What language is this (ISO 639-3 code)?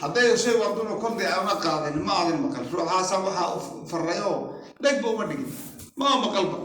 som